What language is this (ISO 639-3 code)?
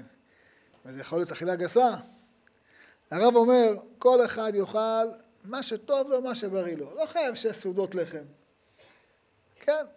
heb